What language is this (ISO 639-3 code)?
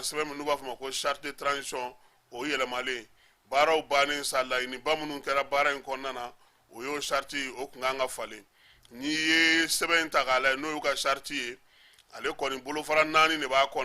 bam